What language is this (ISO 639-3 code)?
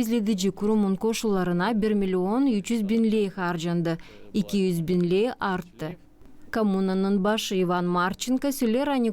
gag